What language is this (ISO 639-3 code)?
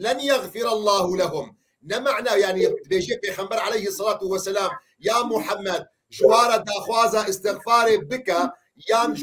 kur